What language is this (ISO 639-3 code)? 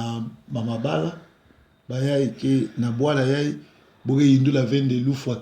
lin